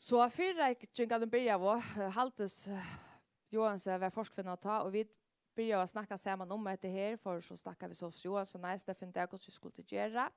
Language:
Faroese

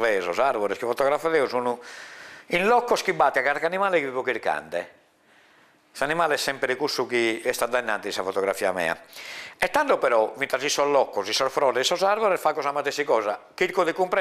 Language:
Sardinian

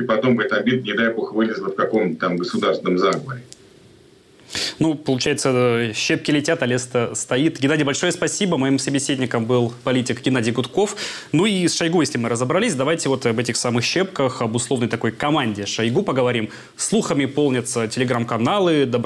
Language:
Russian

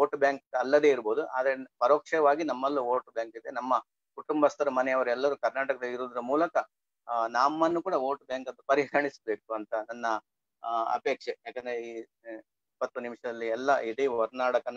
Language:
Kannada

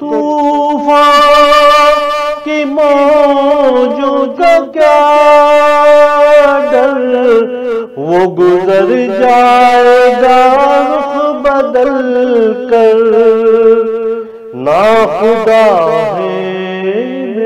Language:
Urdu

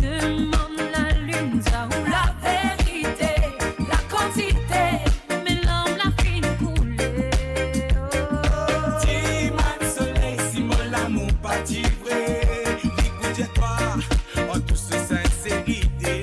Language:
Morisyen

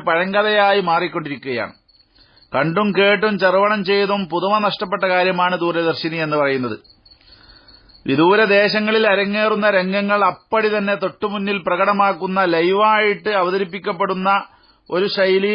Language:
Malayalam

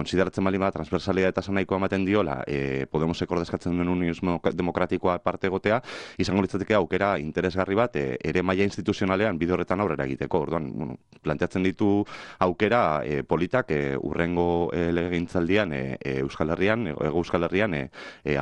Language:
Basque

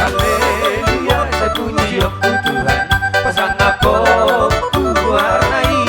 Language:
Batak Toba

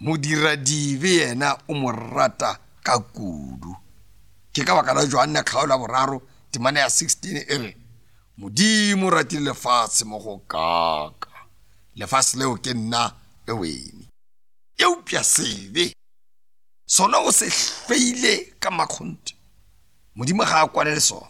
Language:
Northern Sotho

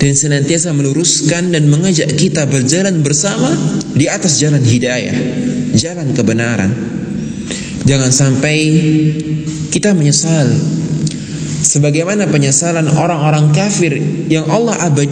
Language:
Indonesian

